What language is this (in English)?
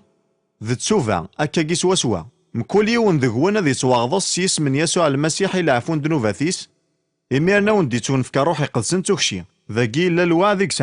Kabyle